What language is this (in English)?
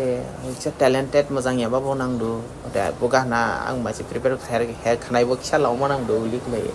Dimasa